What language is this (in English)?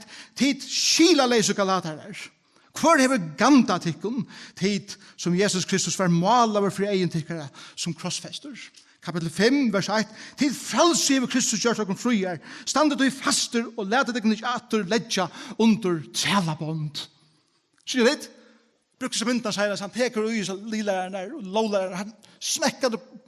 Faroese